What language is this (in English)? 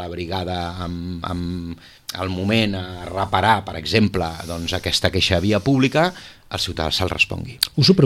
Catalan